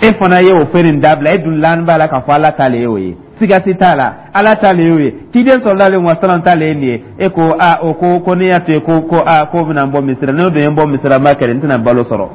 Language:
Dyula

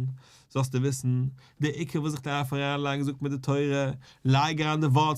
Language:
Yiddish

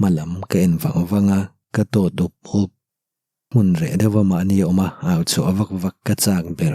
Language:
Mizo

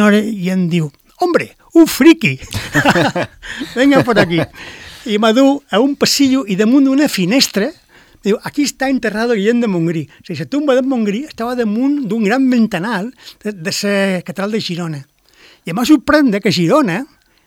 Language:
Catalan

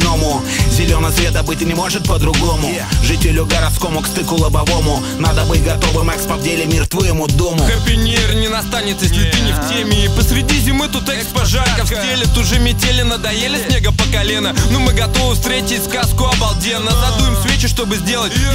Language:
Russian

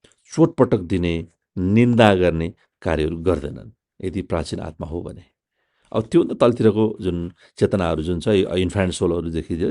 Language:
Nepali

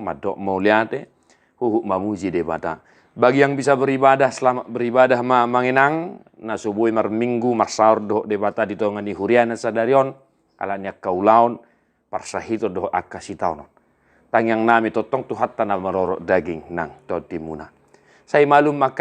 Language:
Batak Toba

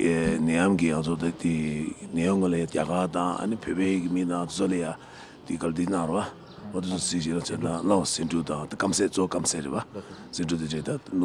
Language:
Tibetan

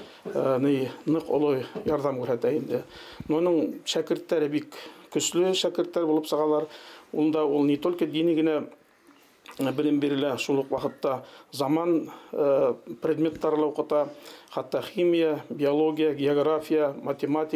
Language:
Bashkir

